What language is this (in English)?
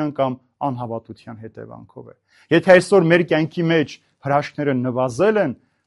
Armenian